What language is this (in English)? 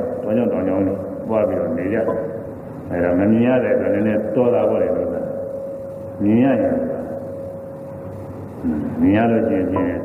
Burmese